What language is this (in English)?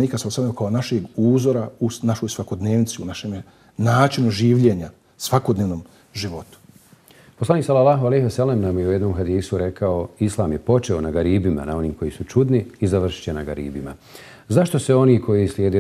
Bosnian